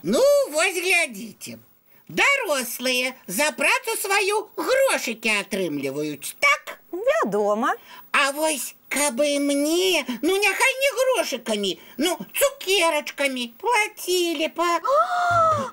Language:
Belarusian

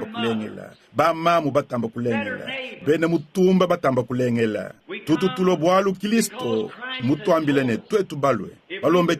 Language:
Luba-Lulua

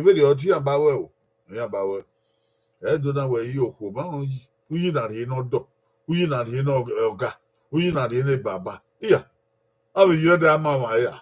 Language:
Bini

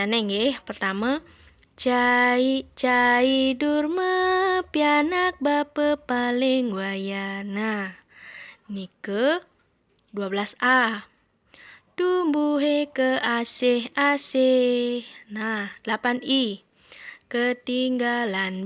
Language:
Balinese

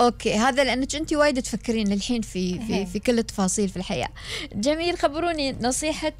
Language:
Gulf Arabic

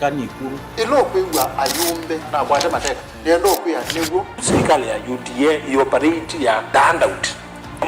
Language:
Kamba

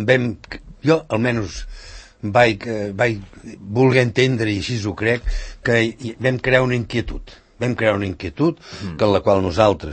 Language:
Catalan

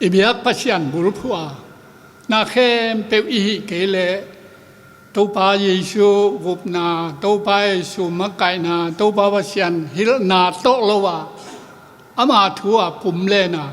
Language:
Tedim Chin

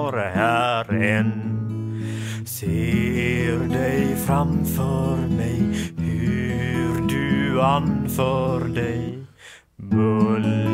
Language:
Swedish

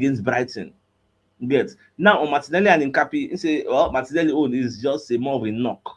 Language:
Nigerian Pidgin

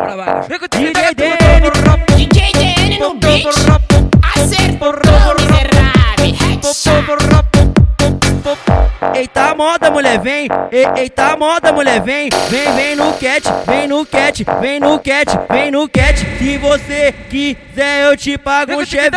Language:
Portuguese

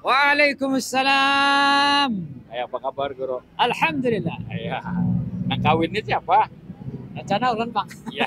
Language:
Banjar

